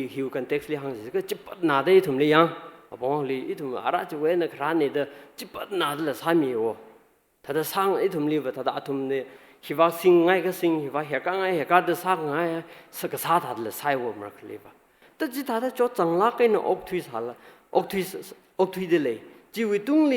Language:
Tangkhul Naga (India)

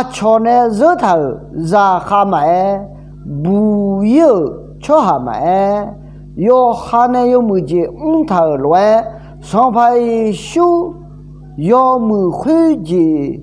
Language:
Akha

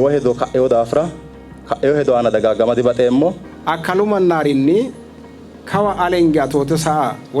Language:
Sidamo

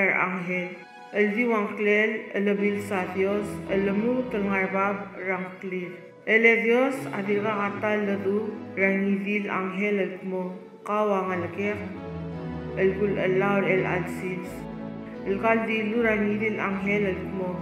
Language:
Palauan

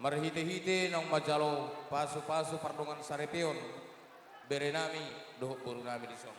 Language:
Batak Toba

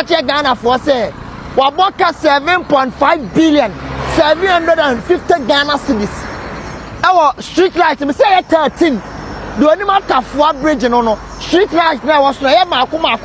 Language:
Akan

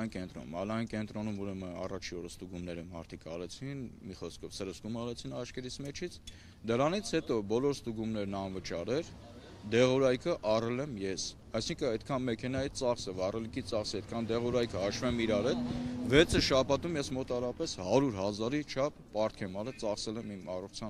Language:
Armenian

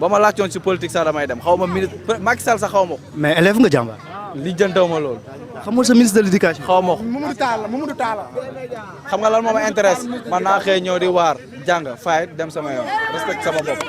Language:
Wolof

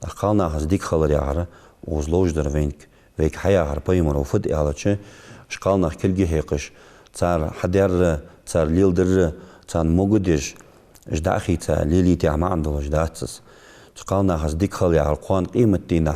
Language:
Ingush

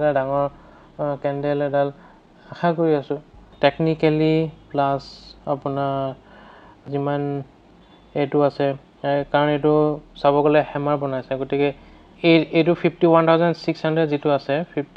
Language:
Assamese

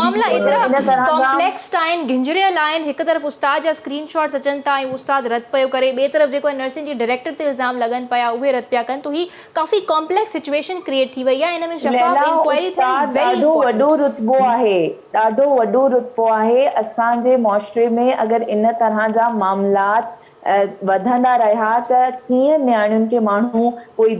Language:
Sindhi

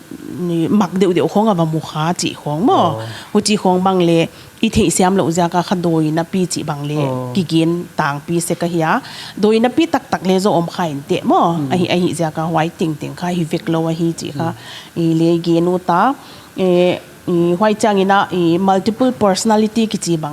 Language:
Paite Chin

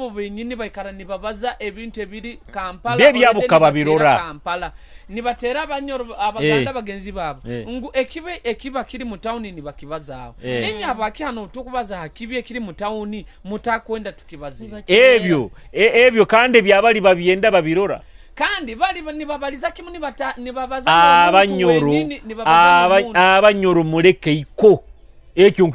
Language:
Nyoro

